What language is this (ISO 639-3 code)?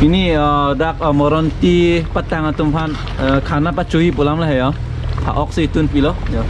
mjw